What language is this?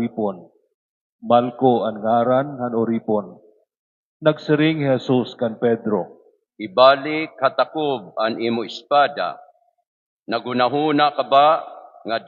Waray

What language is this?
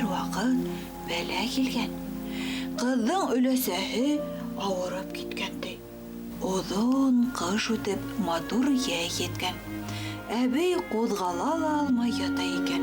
Bashkir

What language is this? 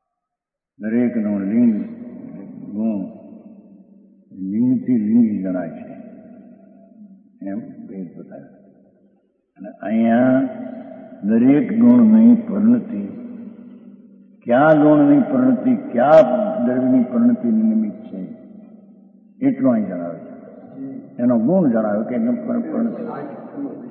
Gujarati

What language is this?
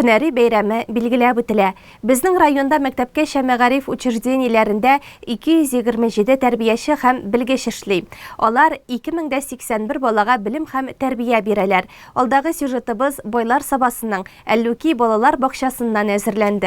Tatar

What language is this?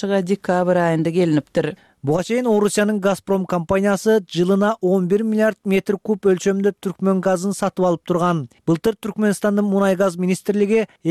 Kyrgyz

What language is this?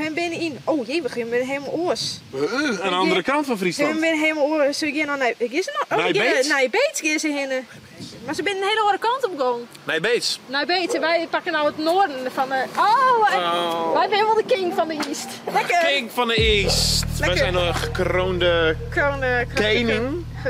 Western Frisian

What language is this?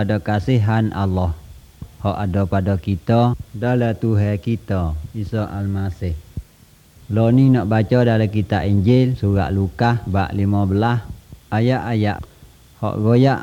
Malay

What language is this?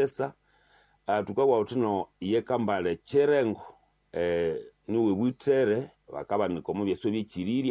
Nande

